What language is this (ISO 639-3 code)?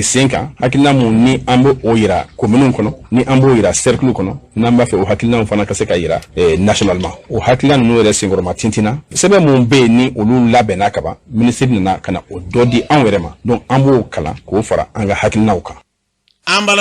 bam